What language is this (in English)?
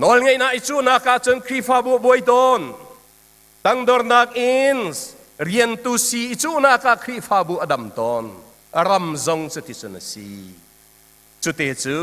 Hakha Chin